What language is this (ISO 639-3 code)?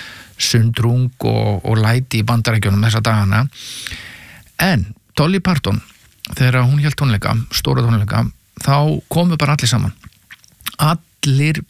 isl